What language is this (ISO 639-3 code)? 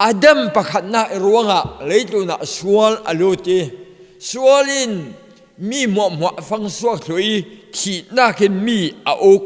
cfm